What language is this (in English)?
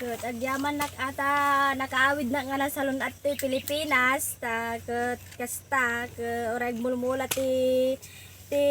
Iloko